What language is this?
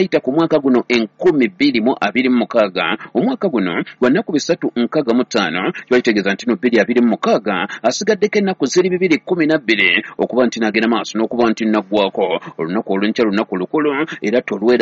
Ganda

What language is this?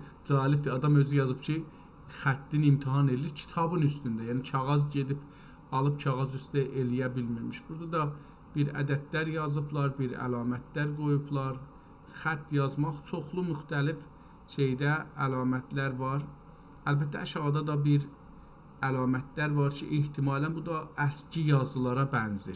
South Azerbaijani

